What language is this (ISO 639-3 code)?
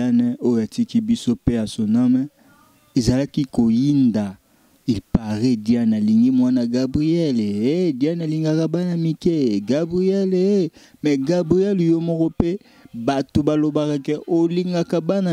lin